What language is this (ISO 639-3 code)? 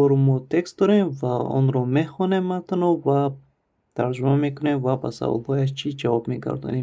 tgk